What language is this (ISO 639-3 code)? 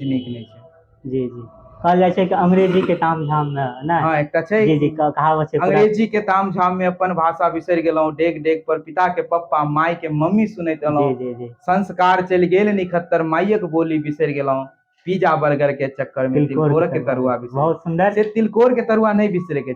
mai